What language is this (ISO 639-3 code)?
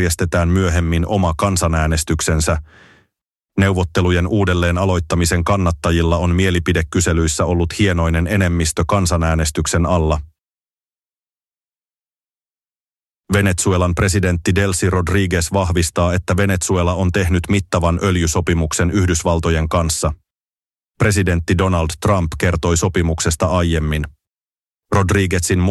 fin